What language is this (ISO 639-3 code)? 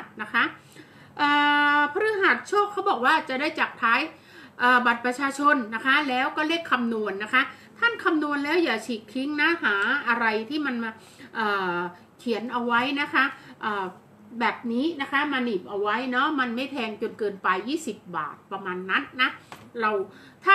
tha